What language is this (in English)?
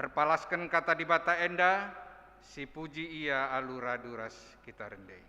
Batak Karo